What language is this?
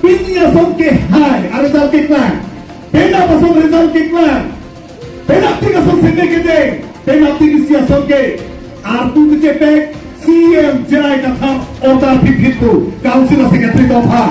Karbi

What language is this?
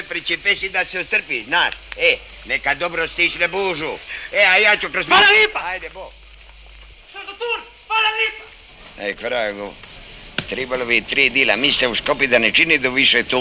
Croatian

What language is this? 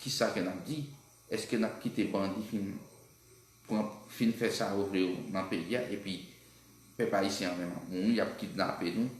Haitian Creole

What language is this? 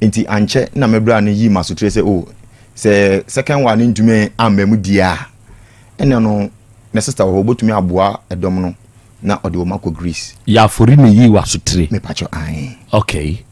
Akan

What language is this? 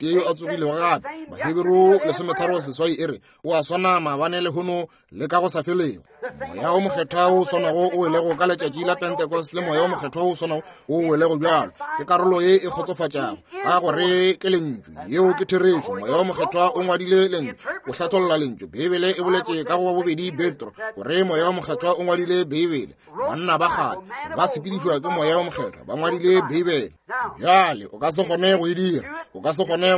Northern Sotho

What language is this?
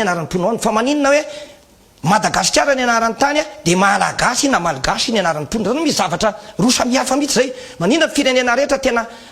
Malagasy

